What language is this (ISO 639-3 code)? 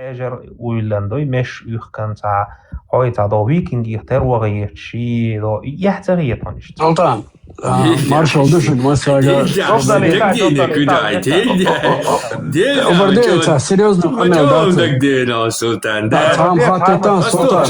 che